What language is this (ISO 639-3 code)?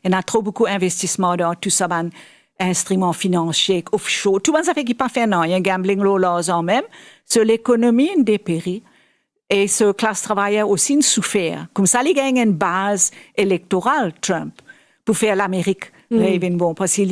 mfe